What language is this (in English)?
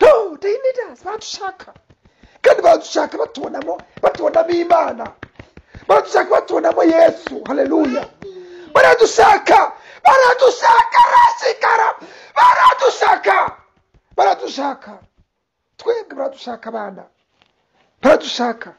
Kinyarwanda